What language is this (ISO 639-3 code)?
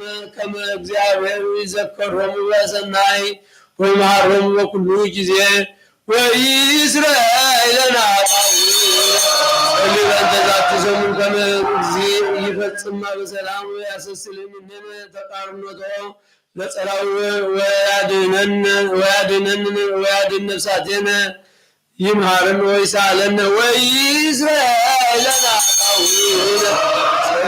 gez